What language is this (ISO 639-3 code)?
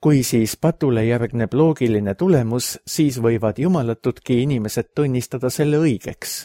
est